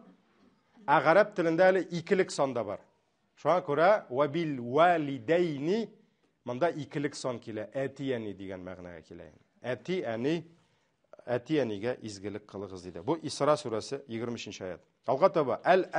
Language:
Tatar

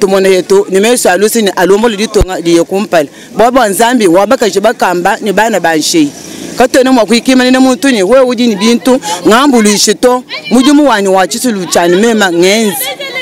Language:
Luba-Lulua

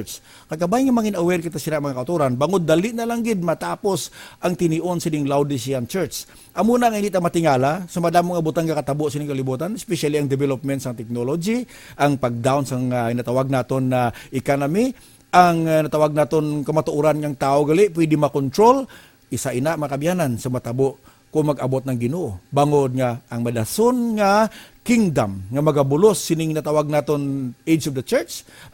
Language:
Hiligaynon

